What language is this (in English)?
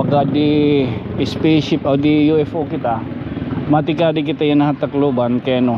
Waray